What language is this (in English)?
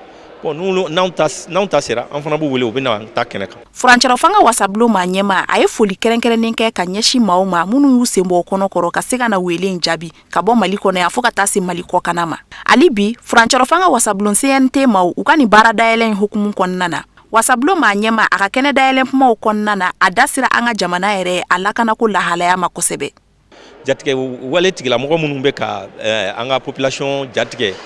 Bambara